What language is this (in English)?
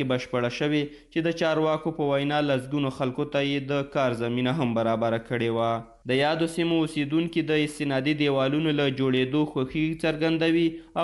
Pashto